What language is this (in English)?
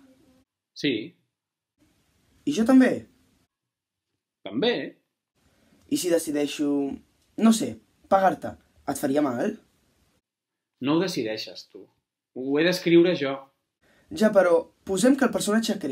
Catalan